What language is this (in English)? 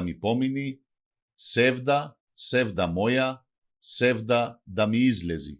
Macedonian